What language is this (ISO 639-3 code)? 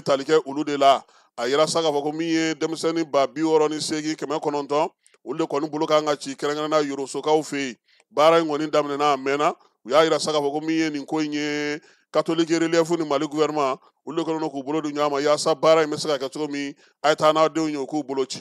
bam